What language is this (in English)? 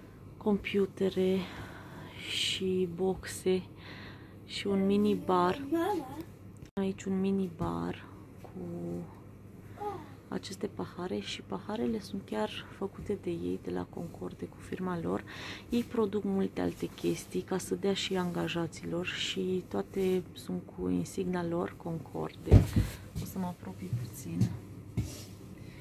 Romanian